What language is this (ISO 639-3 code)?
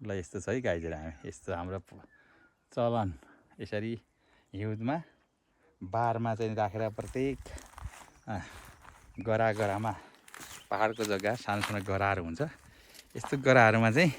nep